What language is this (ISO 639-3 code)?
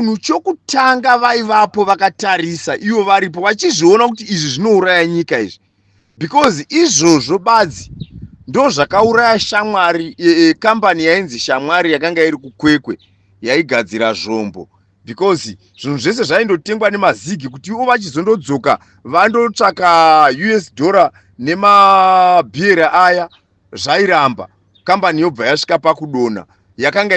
sna